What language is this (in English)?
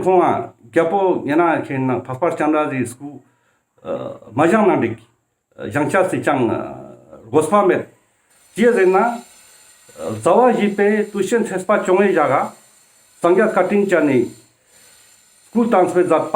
Ladakhi